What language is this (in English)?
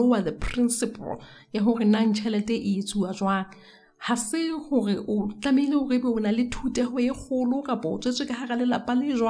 Southern Sotho